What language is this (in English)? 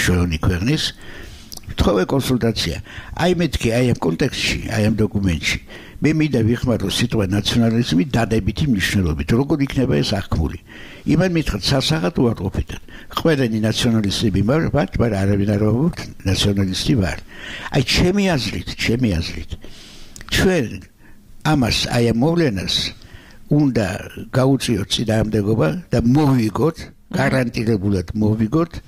Georgian